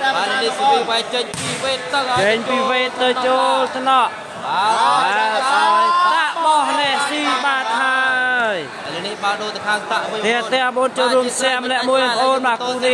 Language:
Khmer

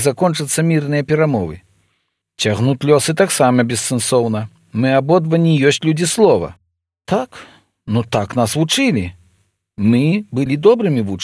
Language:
Belarusian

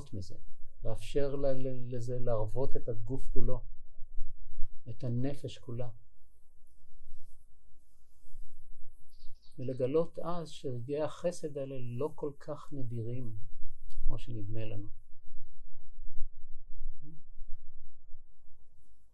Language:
Hebrew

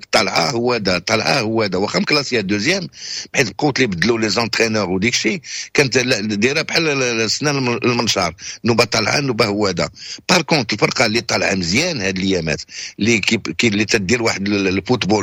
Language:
Moroccan Arabic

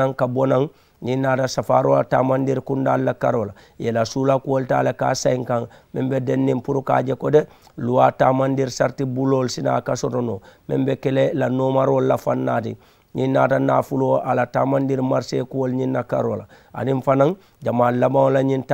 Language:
Mandingo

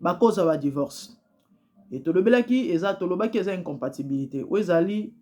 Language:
Lingala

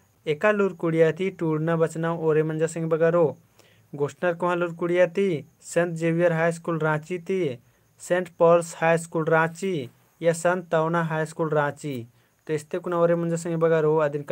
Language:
Kurukh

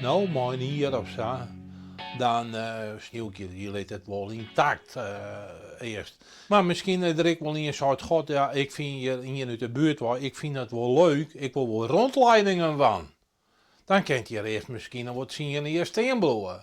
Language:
Western Frisian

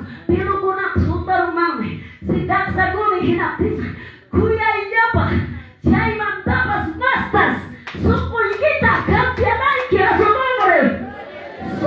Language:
Quechua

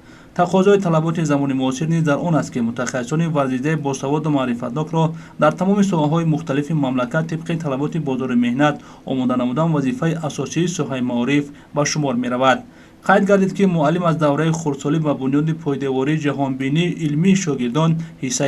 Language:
Tajik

